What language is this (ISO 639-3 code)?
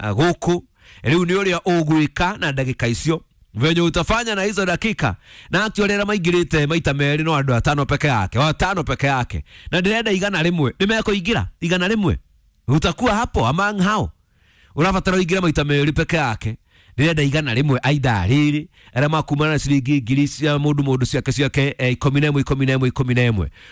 kik